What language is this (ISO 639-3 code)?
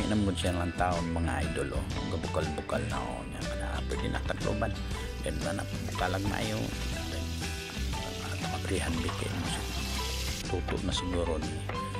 ceb